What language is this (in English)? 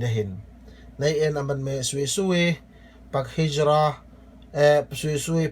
Yakan